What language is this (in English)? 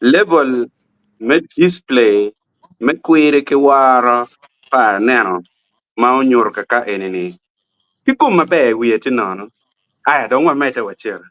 Acoli